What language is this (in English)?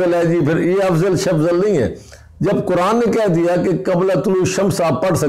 Urdu